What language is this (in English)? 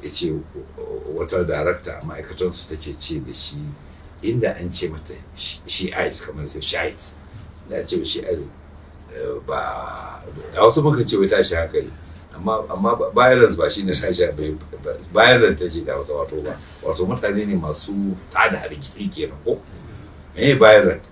Hausa